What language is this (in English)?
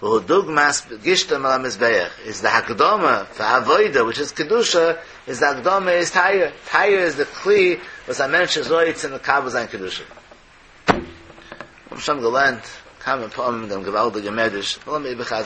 Yiddish